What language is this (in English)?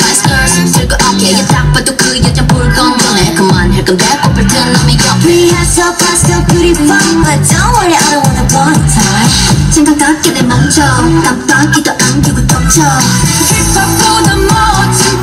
Korean